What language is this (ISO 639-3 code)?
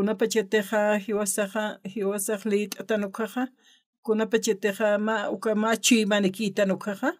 aym